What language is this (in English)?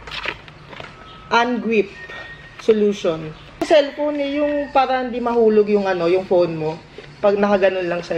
Filipino